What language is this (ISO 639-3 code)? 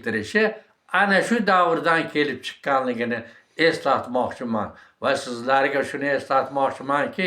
uzb